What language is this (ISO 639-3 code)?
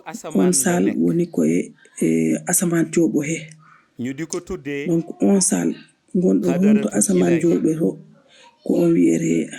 ful